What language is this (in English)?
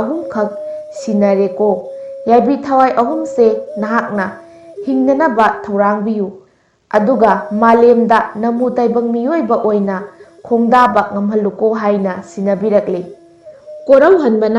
Manipuri